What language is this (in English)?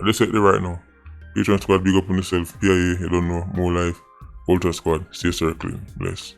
Jamaican Creole English